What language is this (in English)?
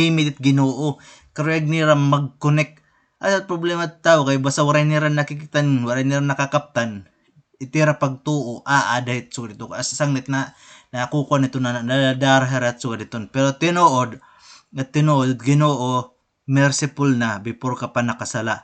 Waray